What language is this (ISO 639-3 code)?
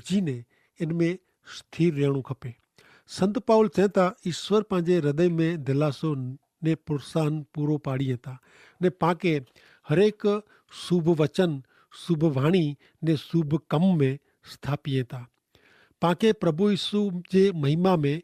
kfr